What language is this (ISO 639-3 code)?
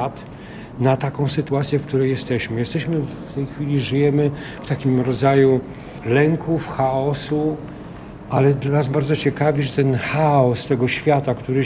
pol